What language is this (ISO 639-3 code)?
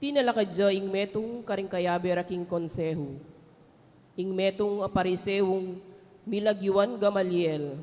pam